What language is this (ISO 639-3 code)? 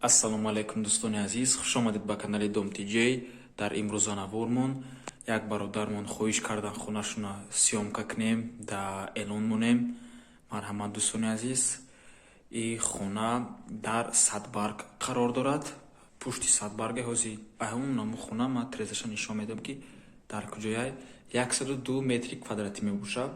tgk